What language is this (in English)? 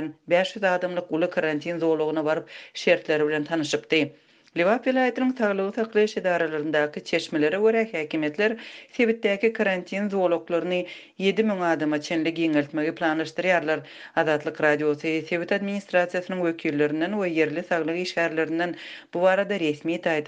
Turkmen